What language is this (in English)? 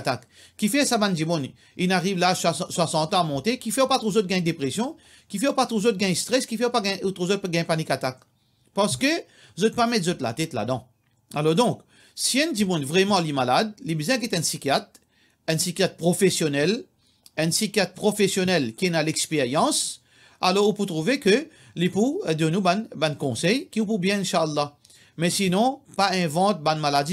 Morisyen